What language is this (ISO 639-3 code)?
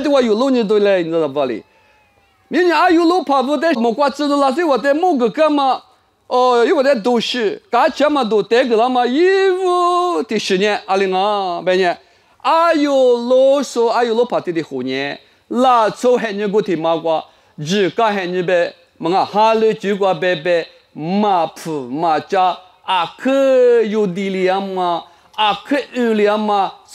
lis